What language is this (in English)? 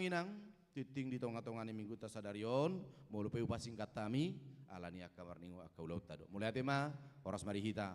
Batak Toba